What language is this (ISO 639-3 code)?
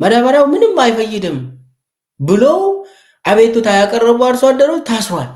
amh